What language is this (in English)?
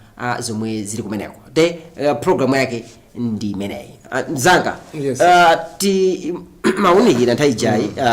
Nyanja